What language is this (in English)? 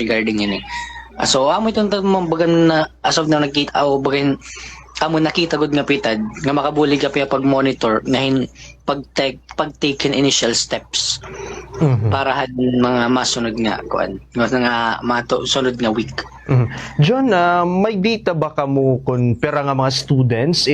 Waray